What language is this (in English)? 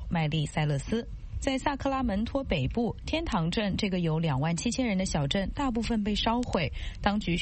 Chinese